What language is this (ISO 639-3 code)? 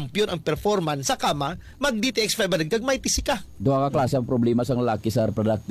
hil